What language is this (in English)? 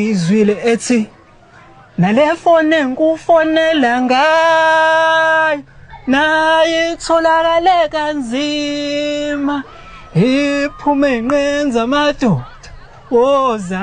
Zulu